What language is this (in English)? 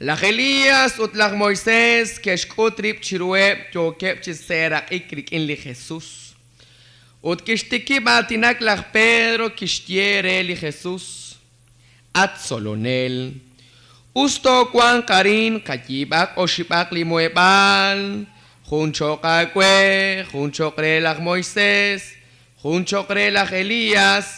Kekchí